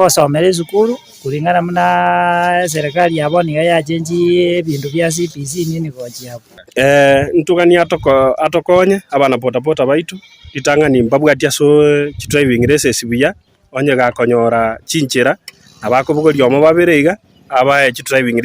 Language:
Gusii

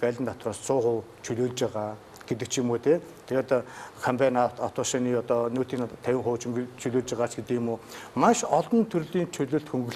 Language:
Mongolian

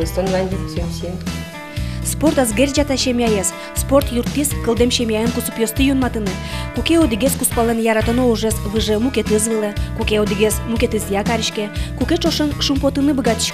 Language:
Udmurt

